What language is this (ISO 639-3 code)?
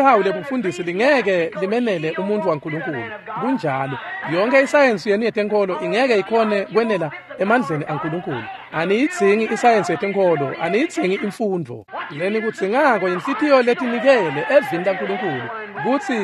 ssw